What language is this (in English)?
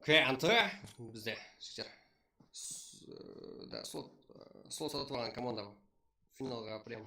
Kara-Kalpak